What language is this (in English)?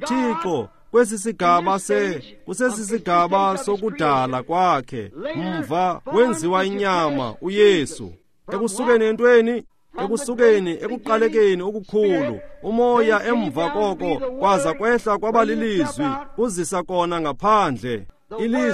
Xhosa